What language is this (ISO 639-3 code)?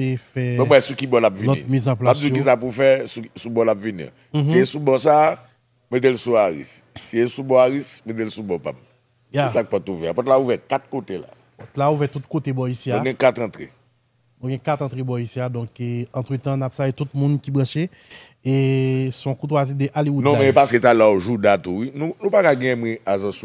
hat